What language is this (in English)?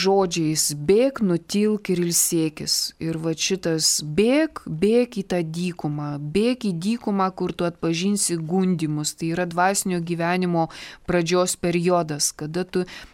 Lithuanian